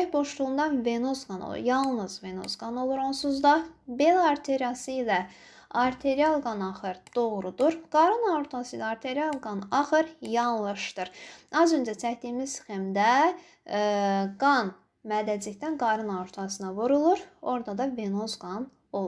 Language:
Azerbaijani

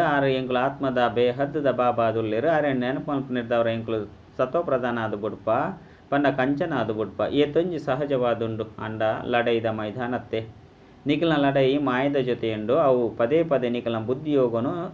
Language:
Tulu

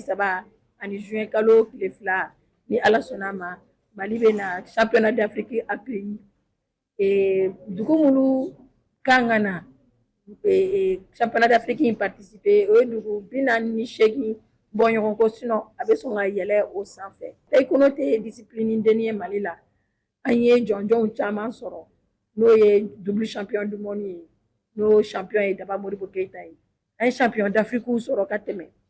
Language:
Bambara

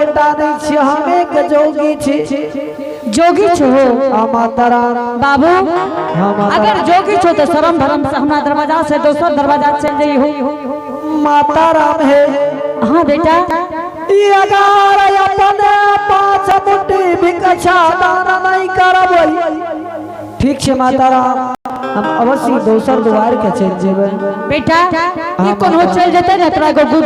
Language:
Angika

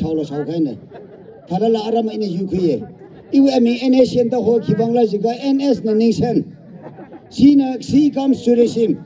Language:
Tangkhul Naga (India)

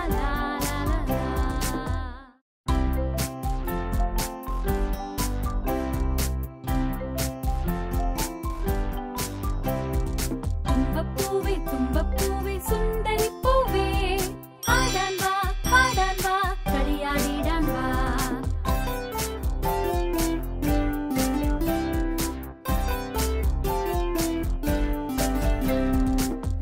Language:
Malayalam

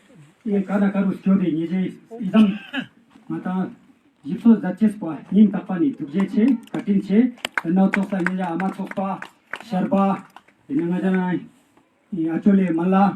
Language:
Ladakhi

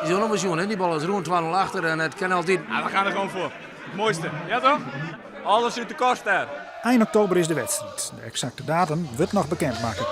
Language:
Western Frisian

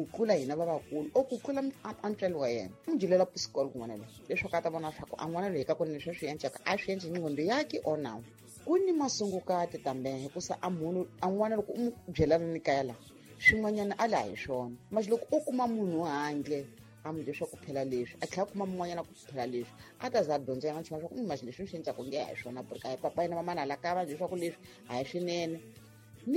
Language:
Tsonga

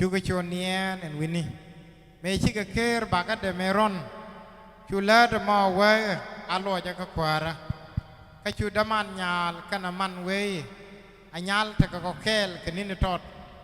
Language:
Nuer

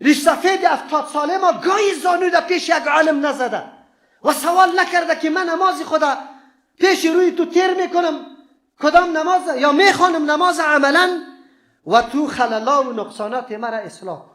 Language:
Persian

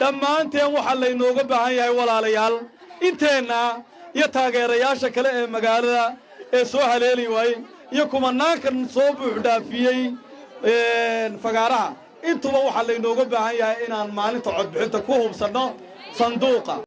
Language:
Somali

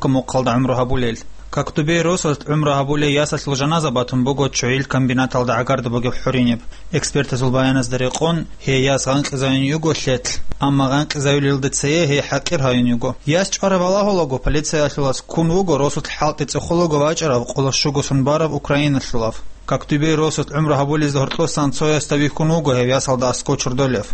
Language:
Avaric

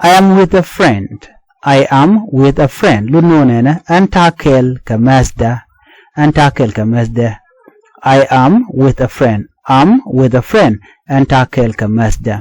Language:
Nuer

